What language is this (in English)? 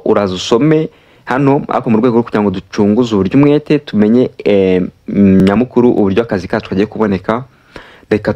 Kinyarwanda